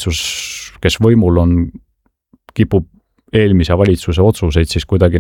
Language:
Estonian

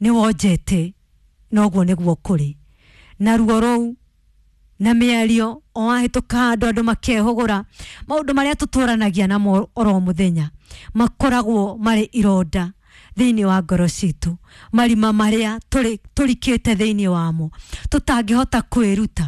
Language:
Kikuyu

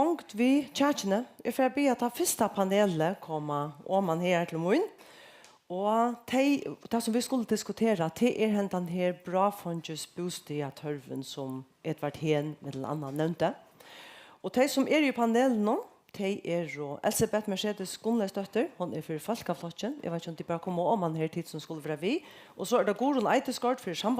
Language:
Faroese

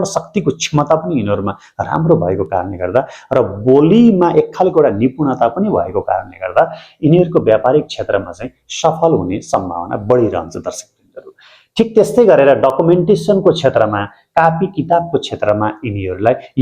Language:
Nepali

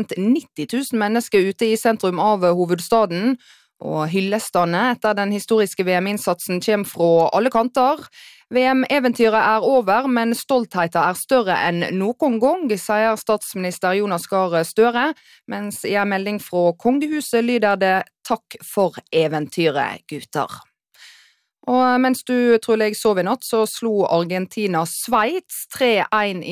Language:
Norwegian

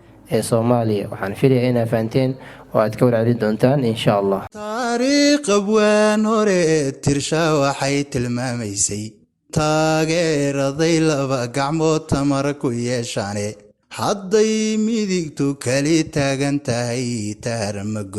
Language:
Somali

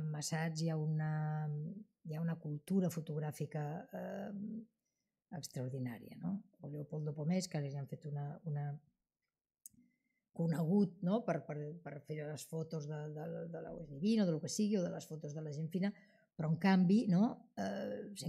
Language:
Catalan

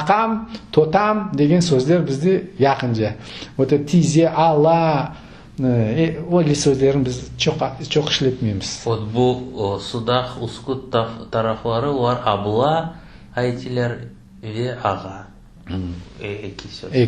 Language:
Crimean Tatar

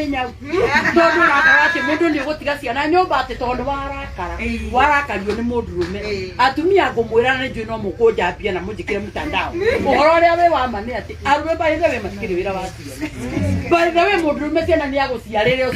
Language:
Kikuyu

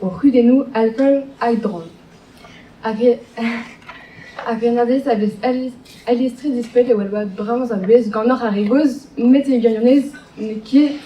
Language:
Breton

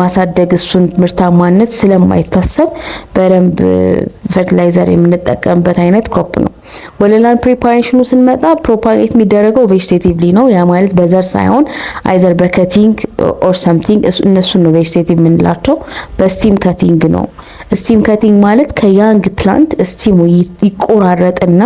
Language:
Amharic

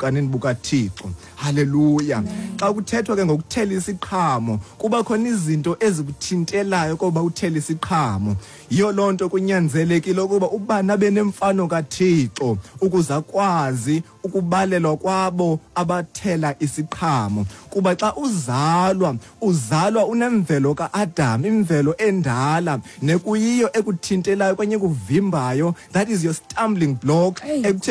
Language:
Xhosa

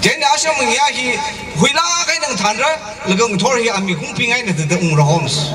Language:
Tangkhul Naga (India)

